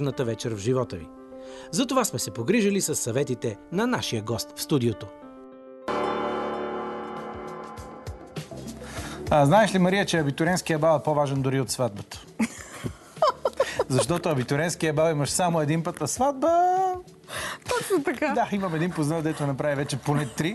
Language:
Bulgarian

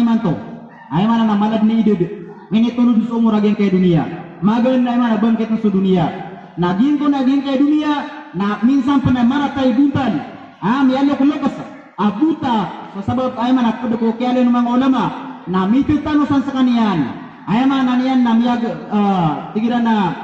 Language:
Maranao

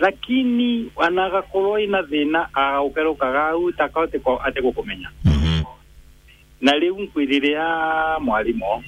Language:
Meru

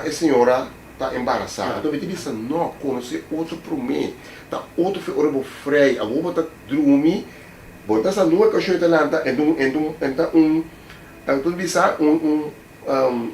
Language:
Papiamento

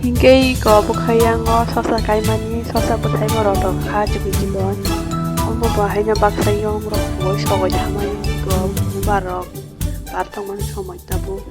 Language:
Kok Borok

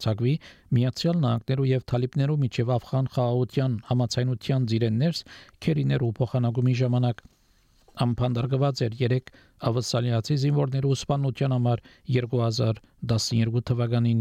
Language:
Armenian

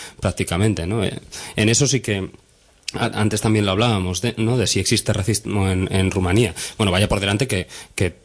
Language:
Spanish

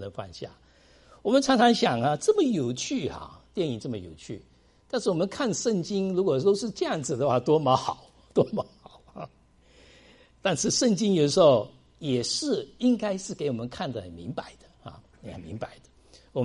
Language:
Chinese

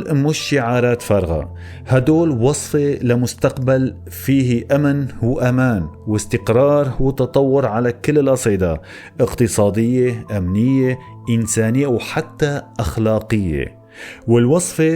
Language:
North Levantine Arabic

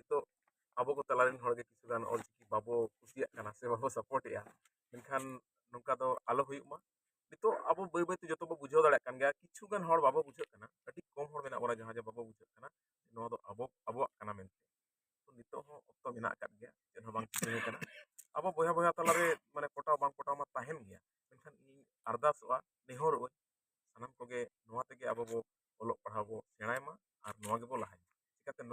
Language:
Santali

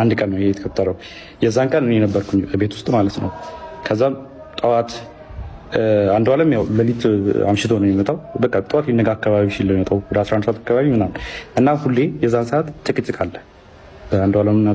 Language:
Amharic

